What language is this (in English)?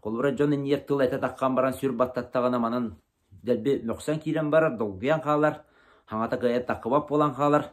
Yakut